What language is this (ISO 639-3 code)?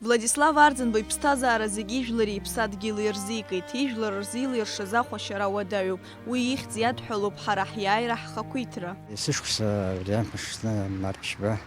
abk